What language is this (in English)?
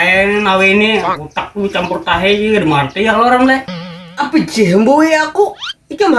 Banjar